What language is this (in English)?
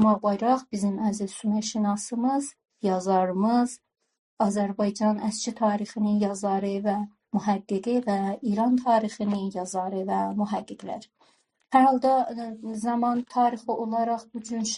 South Azerbaijani